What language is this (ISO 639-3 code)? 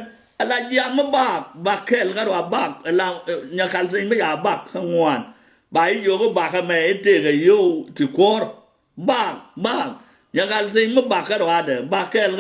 nus